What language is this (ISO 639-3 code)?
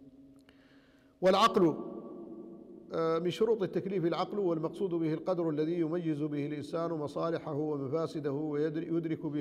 ara